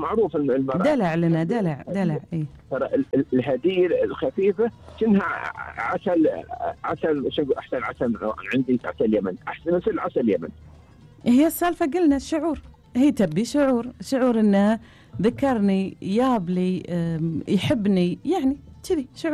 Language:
Gulf Arabic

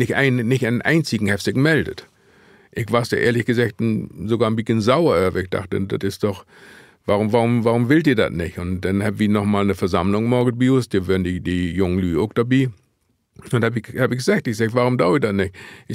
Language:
Low German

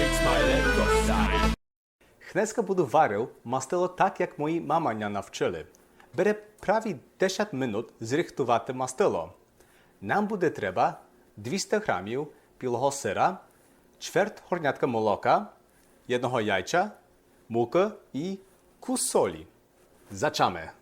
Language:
Rusyn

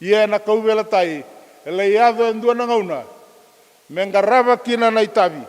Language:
Fijian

